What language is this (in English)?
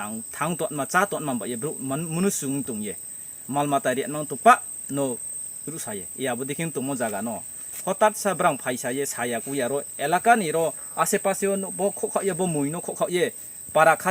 Riang (India)